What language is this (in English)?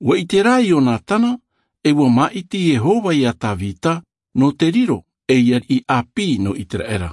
Tahitian